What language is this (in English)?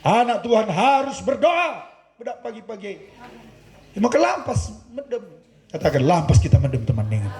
Batak Karo